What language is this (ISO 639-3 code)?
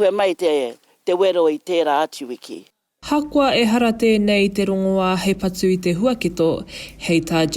mri